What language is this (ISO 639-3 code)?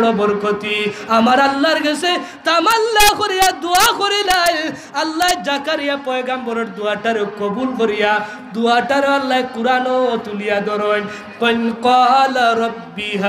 syl